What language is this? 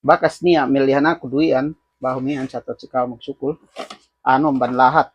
Yakan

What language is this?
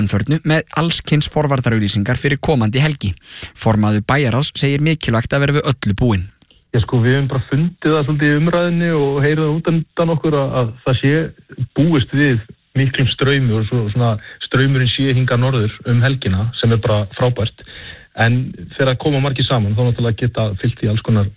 Icelandic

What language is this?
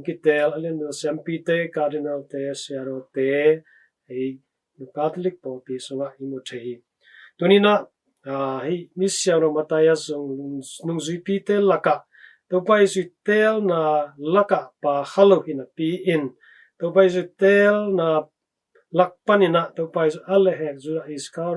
Tedim Chin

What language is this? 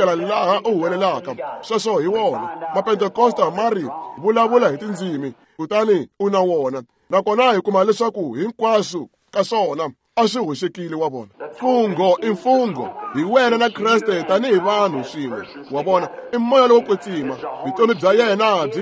Tsonga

